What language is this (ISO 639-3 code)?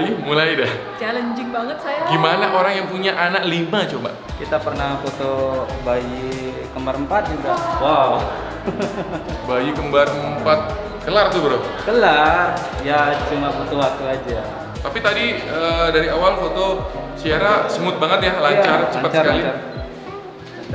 ind